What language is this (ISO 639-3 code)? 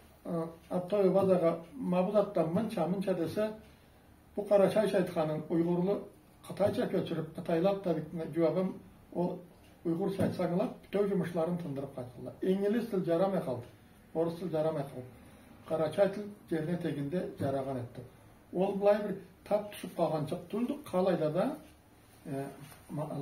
krc